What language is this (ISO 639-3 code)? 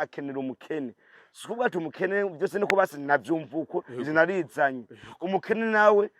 run